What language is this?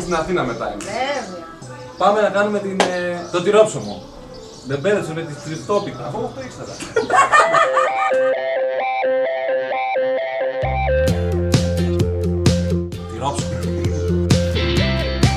Greek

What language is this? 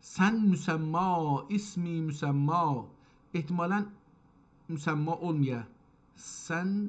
South Azerbaijani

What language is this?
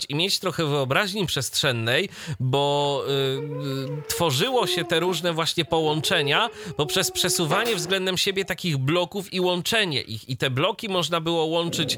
Polish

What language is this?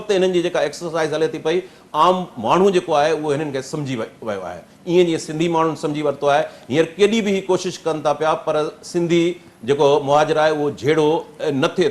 Sindhi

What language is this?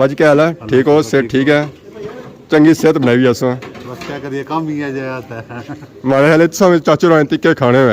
Pahari-Potwari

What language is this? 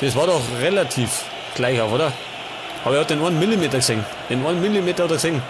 Bavarian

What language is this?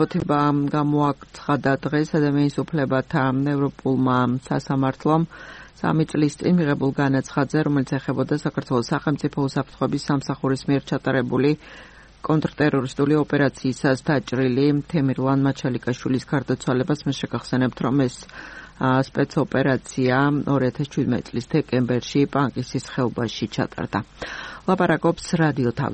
Georgian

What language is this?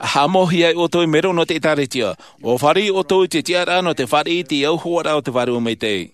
Tahitian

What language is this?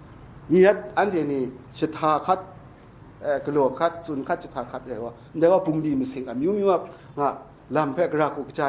Kachin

